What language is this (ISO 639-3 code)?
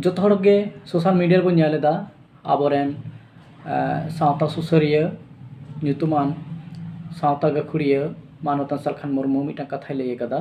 sat